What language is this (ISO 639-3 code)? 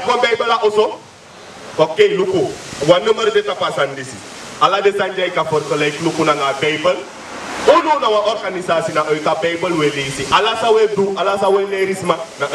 srn